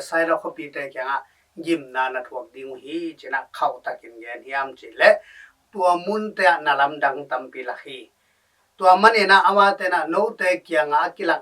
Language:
Tedim Chin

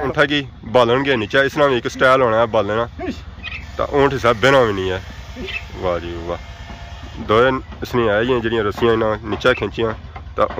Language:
Pahari-Potwari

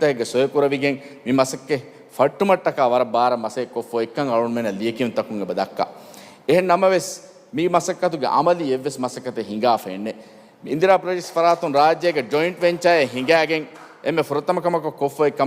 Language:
Divehi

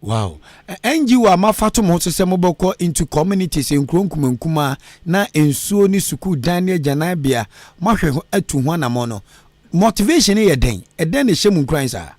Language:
Akan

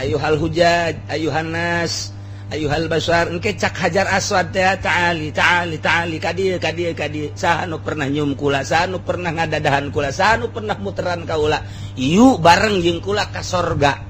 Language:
Sundanese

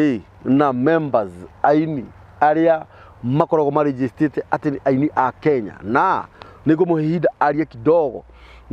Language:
Kikuyu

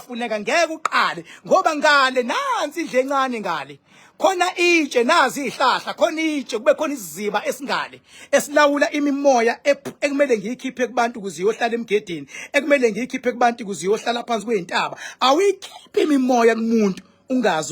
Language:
Zulu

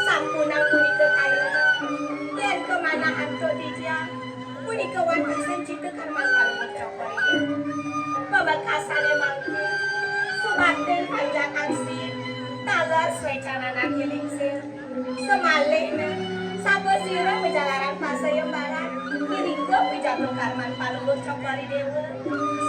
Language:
Balinese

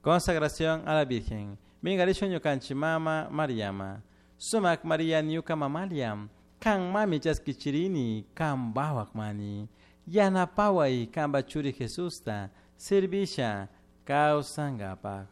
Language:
Chimborazo Highland Quichua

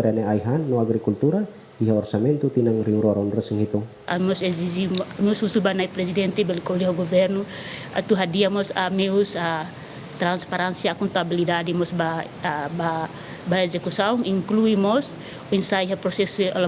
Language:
Tetum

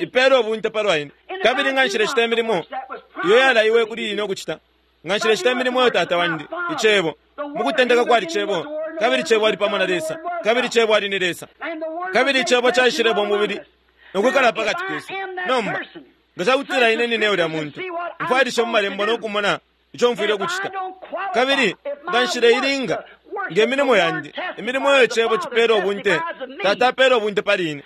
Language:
Bemba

